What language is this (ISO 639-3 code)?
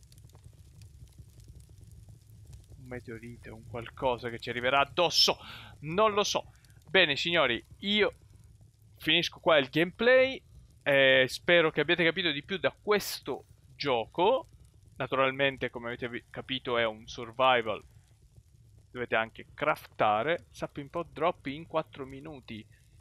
ita